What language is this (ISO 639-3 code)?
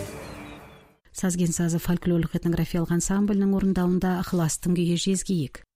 kaz